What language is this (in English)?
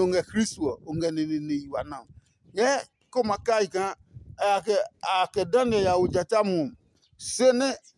Adangme